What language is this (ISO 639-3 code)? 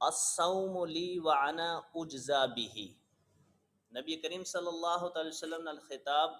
gju